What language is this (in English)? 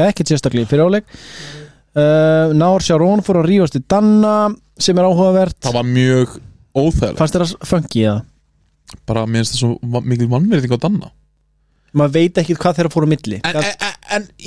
Icelandic